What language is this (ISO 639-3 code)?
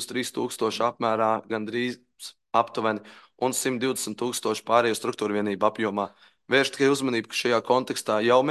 lav